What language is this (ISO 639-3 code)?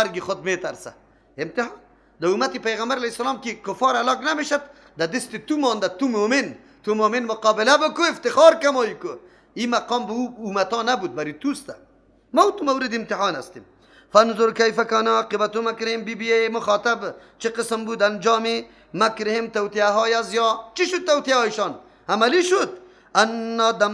fas